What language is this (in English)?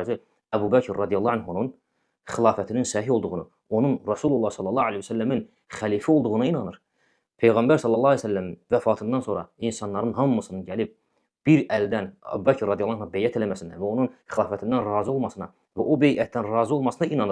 Azerbaijani